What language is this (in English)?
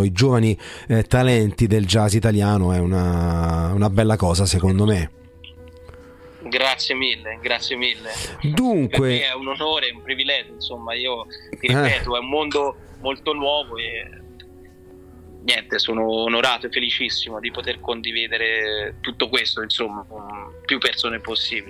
Italian